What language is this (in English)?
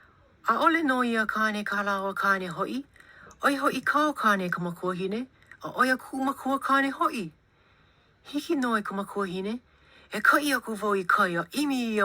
Hawaiian